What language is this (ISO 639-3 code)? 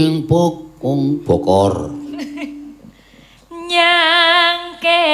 jav